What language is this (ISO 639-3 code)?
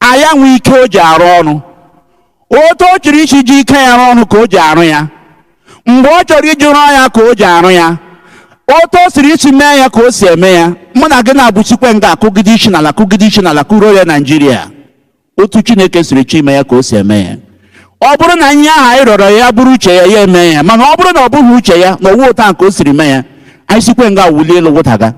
ibo